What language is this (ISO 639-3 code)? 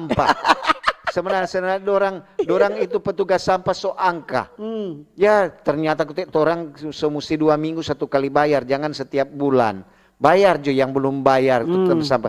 xmm